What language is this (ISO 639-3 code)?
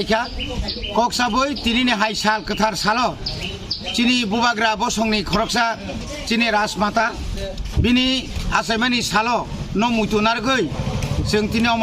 trp